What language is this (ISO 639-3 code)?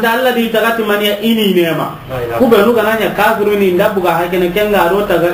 snk